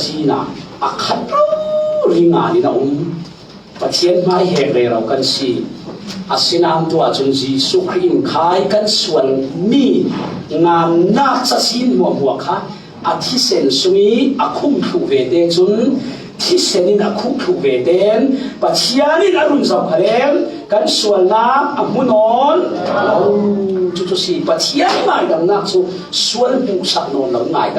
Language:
Falam Chin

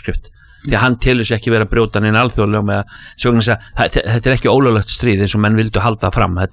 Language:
Icelandic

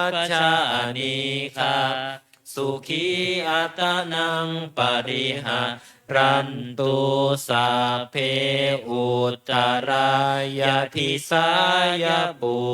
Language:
Pali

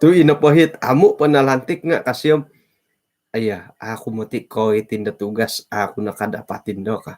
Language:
Central Dusun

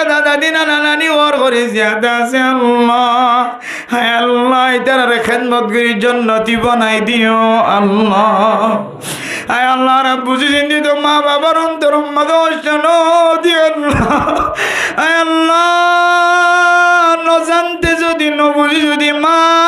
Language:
Rohingya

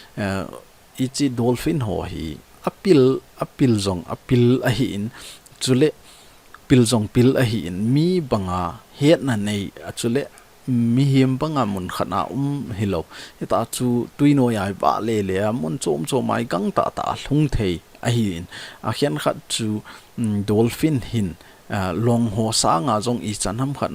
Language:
Thado Chin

